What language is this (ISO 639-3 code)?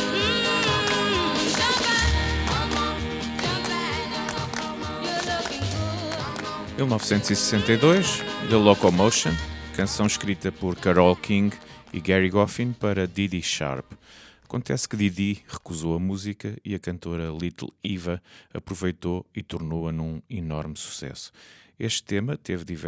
por